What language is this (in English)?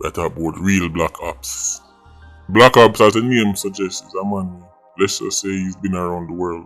Jamaican Creole English